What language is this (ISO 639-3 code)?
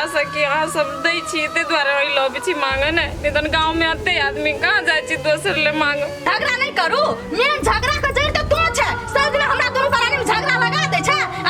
mai